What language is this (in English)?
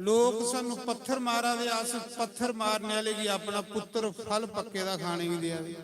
Dogri